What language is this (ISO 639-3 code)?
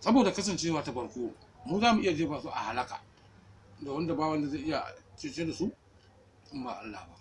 hau